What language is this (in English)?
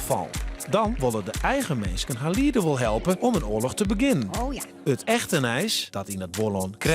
Western Frisian